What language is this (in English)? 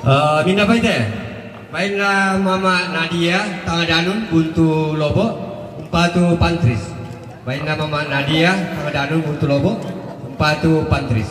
Toraja-Sa'dan